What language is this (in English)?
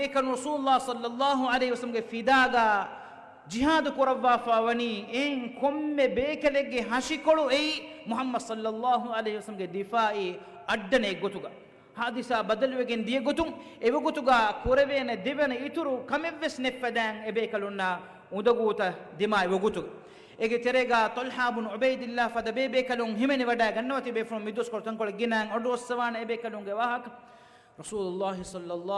Divehi